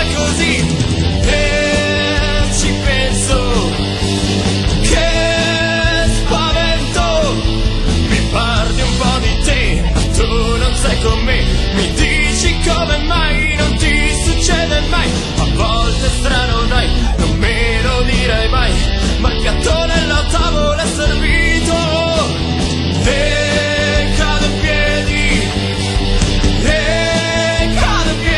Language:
Italian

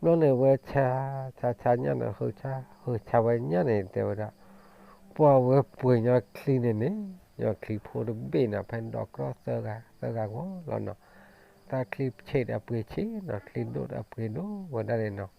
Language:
S'gaw Karen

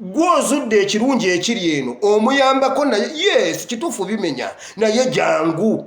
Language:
Ganda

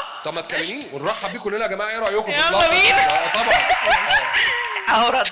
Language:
Egyptian Arabic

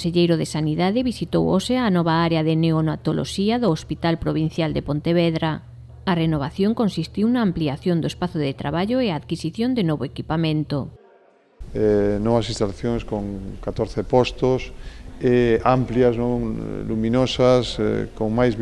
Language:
Galician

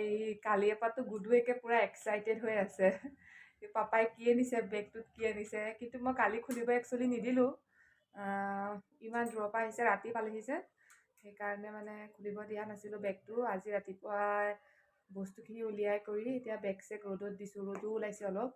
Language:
Assamese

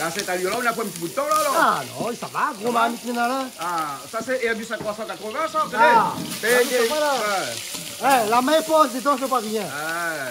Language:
Réunion Creole French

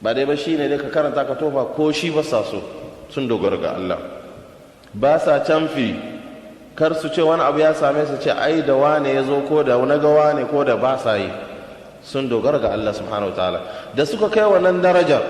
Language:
Hausa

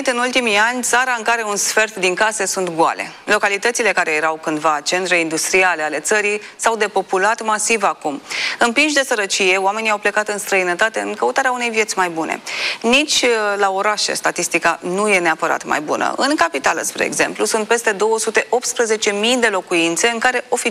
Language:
Romanian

